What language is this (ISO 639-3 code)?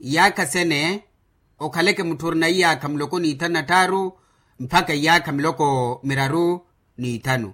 vmw